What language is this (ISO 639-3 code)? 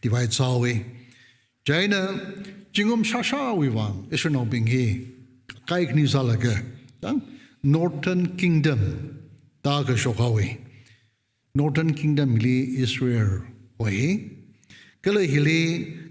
nmf